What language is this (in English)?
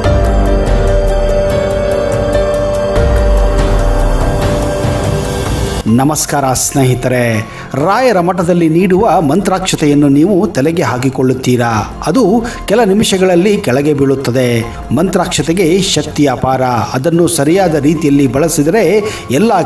Kannada